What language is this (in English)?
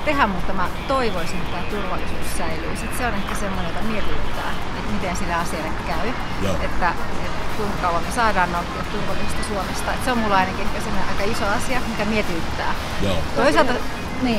Finnish